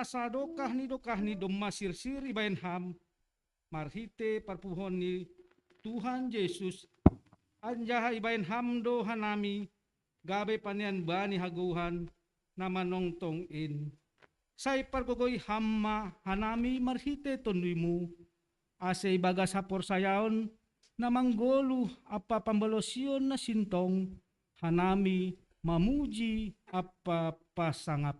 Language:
Batak Simalungun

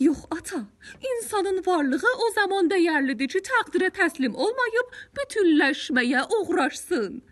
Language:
South Azerbaijani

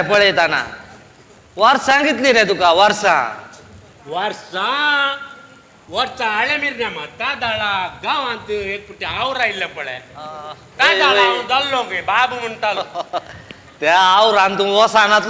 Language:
Konkani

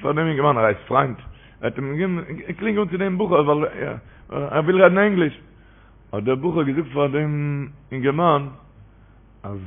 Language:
Yiddish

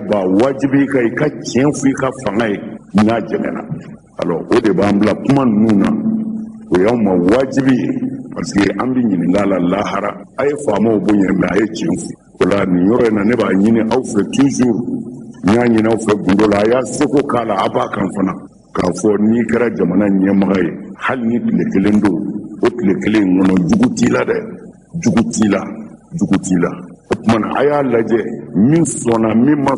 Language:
Bambara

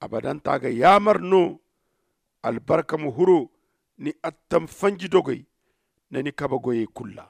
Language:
Zarma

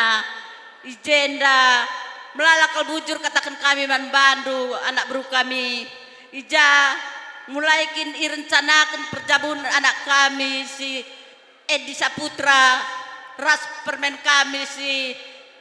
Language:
Batak Karo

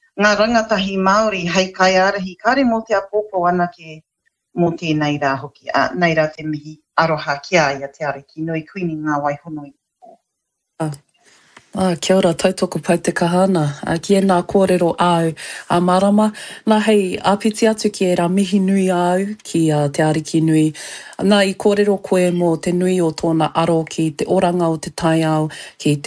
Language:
Māori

